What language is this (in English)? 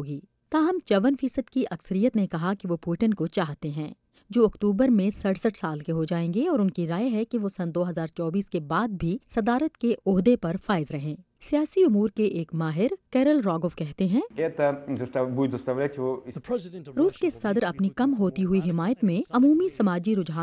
Urdu